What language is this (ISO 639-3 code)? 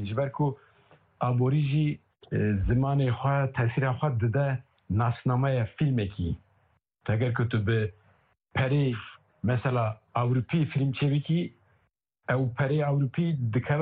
kur